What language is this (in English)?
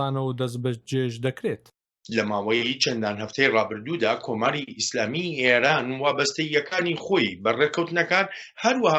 Central Kurdish